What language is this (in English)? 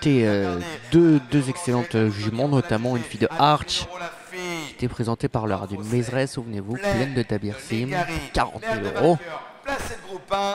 French